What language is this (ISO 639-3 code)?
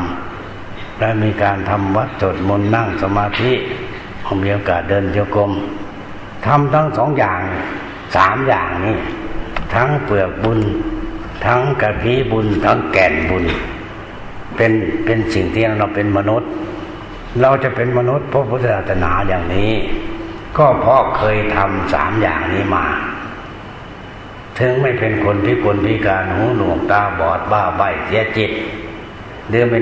tha